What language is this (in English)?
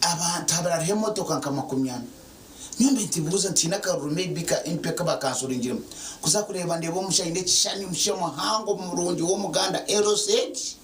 Nyankole